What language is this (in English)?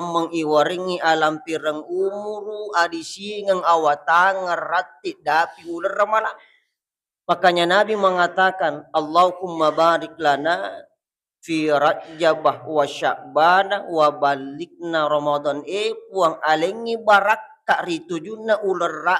Buginese